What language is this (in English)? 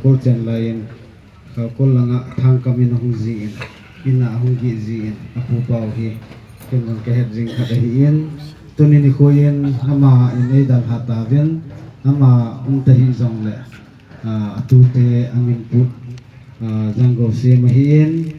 Thado Chin